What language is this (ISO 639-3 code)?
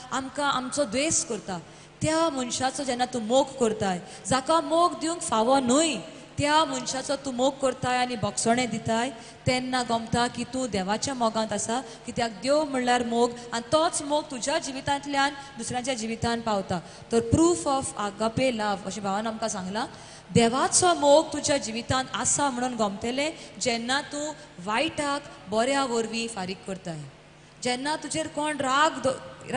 kok